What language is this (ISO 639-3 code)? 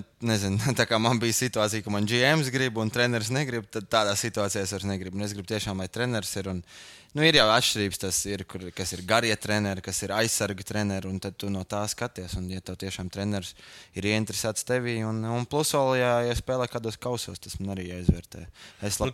lav